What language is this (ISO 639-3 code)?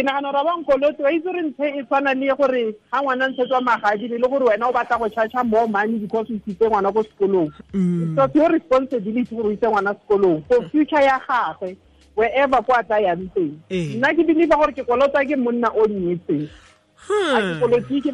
tsn